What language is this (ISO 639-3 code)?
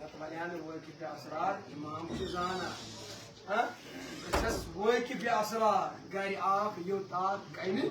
kas